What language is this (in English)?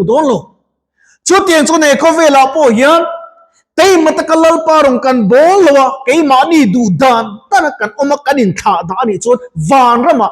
Mizo